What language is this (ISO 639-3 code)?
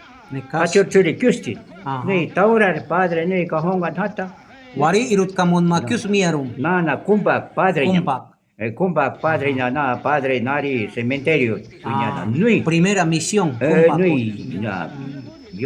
jiv